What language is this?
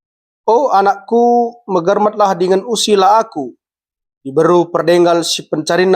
Batak Karo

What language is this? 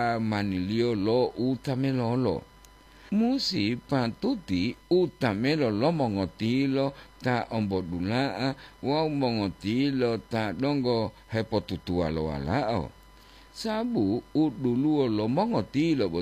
Gorontalo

